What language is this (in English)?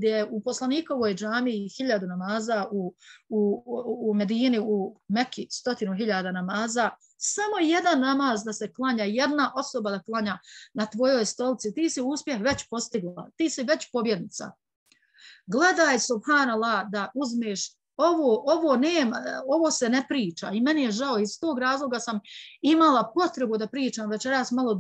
Bosnian